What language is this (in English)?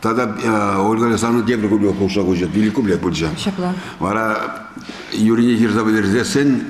Chuvash